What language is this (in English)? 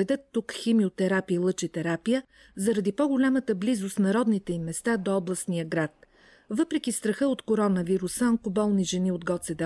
Bulgarian